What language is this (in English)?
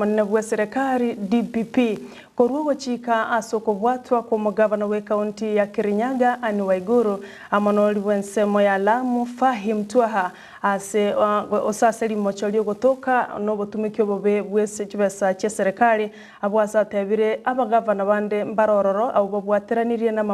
Gusii